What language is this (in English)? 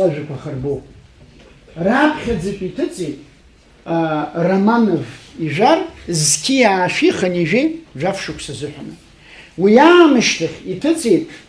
Abkhazian